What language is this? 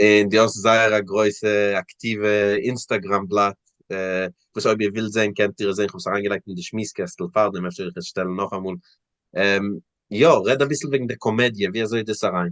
Yiddish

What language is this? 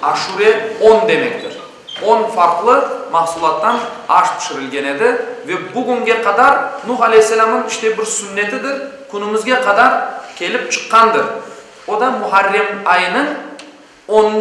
Crimean Tatar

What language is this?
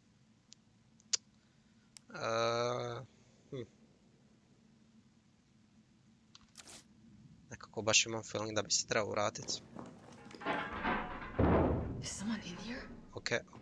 Croatian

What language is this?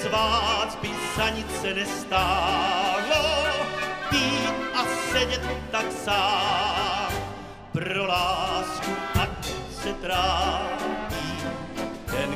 Czech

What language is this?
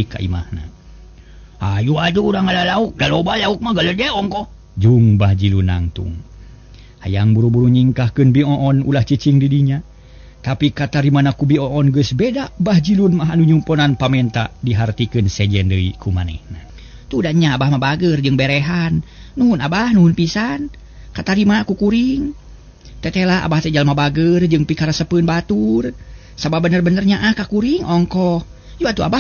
Sundanese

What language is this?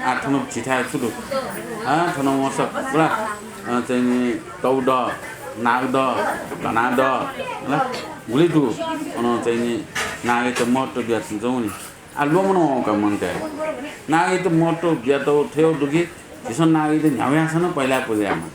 Newari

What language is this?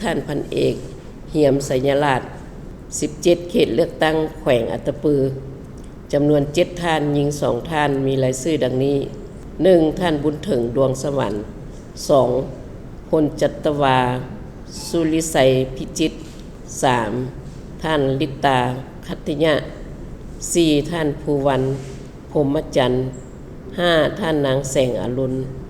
Lao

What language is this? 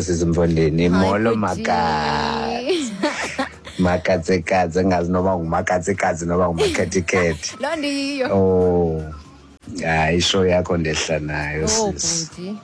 Xhosa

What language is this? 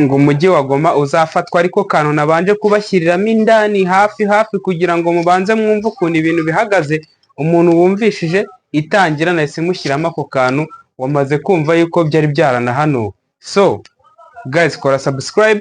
Kinyarwanda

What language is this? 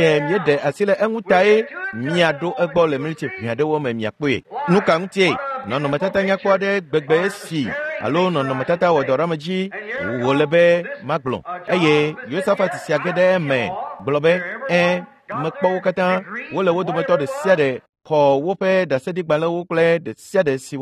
Ewe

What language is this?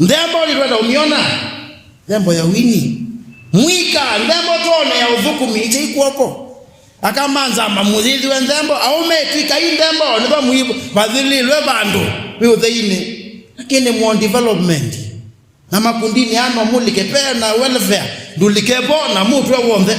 Kamba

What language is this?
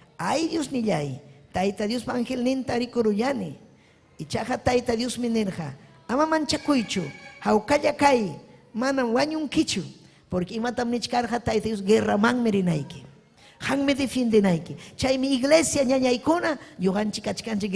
Ayacucho Quechua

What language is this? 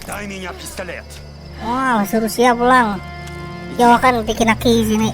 Banjar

